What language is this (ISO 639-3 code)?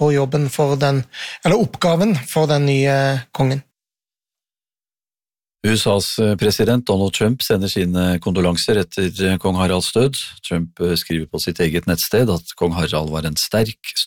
nor